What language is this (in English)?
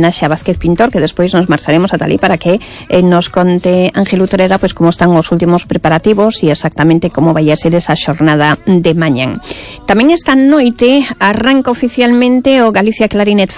Galician